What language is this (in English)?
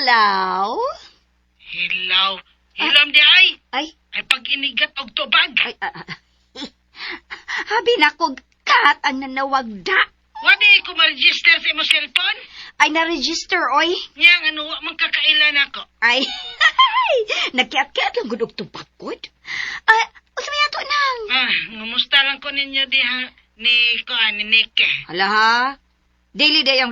Cebuano